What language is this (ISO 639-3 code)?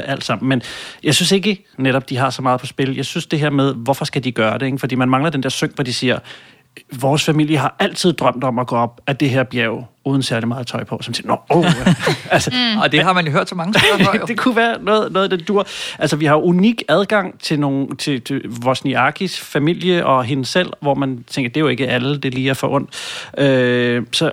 dan